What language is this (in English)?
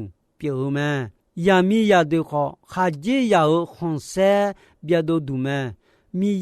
Akha